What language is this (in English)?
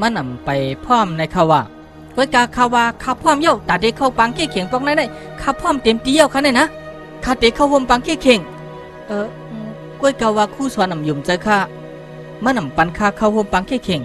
Shan